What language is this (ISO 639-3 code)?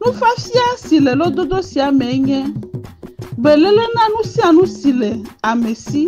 ewe